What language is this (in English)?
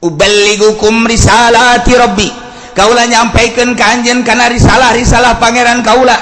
Sundanese